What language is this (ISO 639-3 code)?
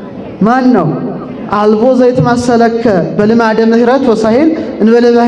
amh